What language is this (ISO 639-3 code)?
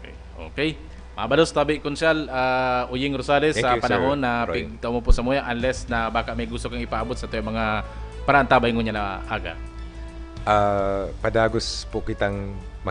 bik